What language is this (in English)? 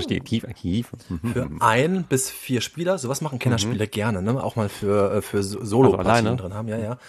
German